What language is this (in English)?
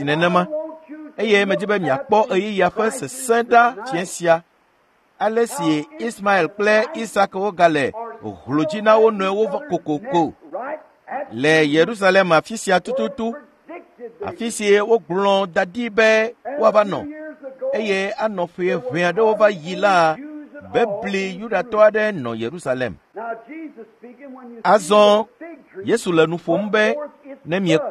Ewe